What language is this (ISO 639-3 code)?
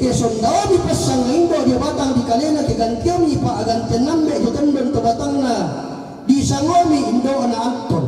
sda